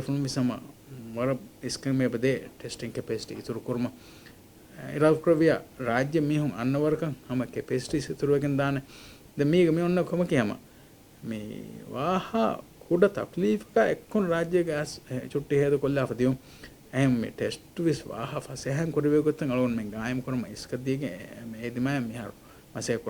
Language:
Divehi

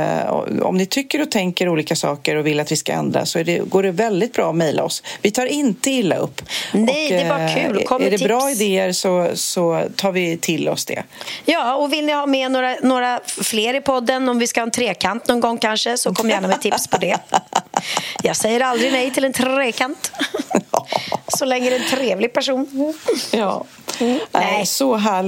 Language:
Swedish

